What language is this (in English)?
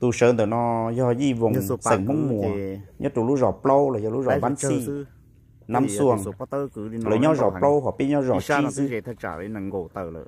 Hmong